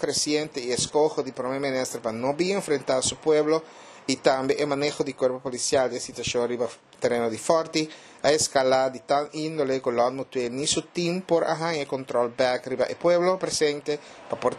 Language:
Papiamento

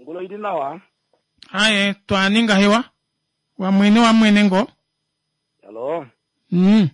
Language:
Kuanyama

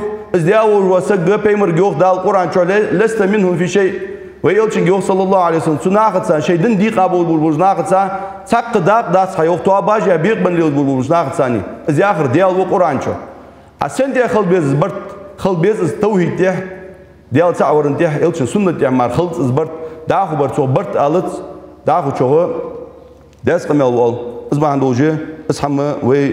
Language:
Ingush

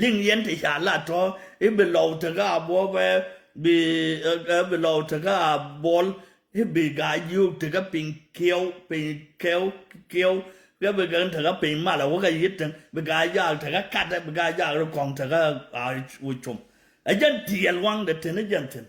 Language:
Nuer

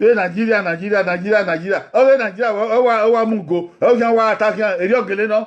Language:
Bini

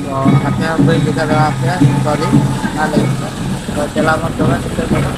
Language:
Santali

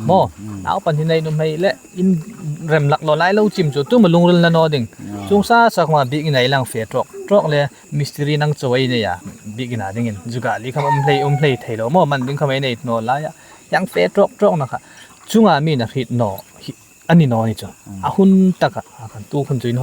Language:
Hmar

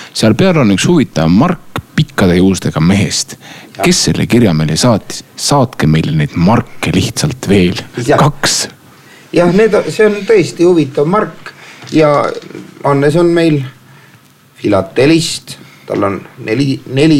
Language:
Estonian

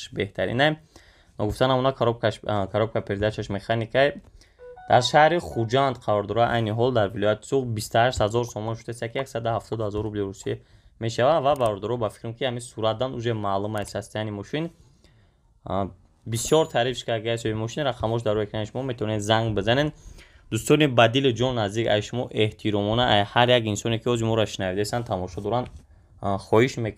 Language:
Tajik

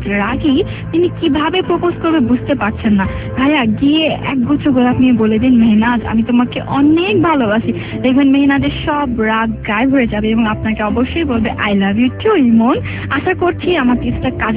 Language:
Bangla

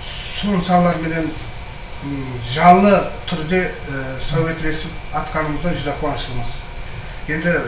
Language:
Kara-Kalpak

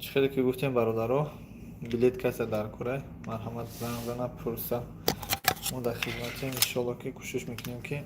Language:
Tajik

